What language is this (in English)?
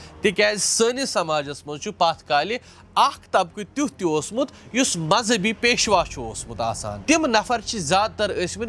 Kashmiri